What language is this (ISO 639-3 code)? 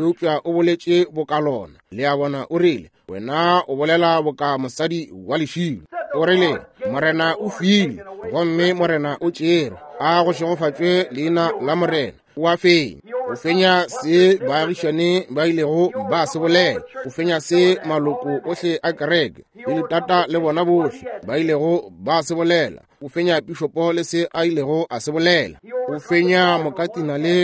nso